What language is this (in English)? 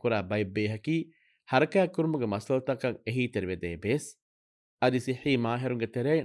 Divehi